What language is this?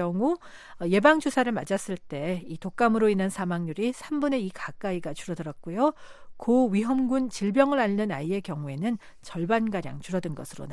Korean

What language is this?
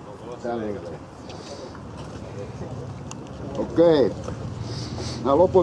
Finnish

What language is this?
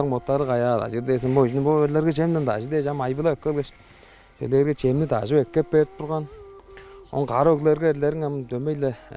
Tuvinian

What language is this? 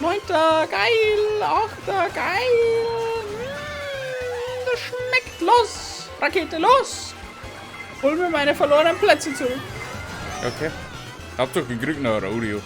Bavarian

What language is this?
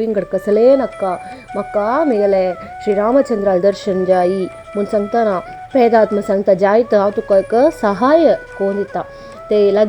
Konkani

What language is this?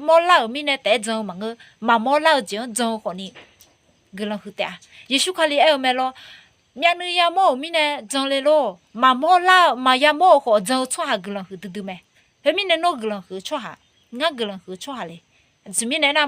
Akha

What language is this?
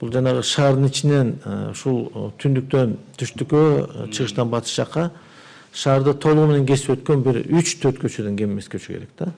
Kyrgyz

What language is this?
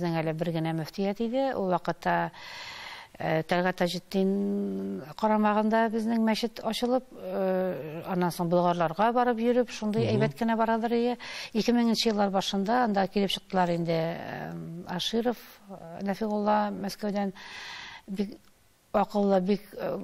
Tatar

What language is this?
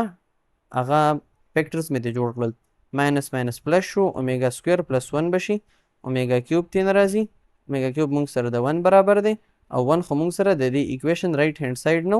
Pashto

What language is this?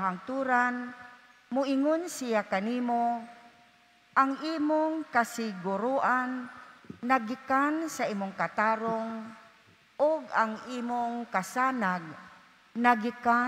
Cebuano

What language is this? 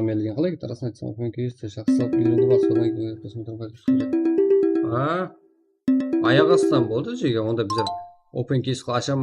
Kara-Kalpak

